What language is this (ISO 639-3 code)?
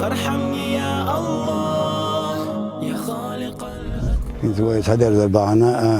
che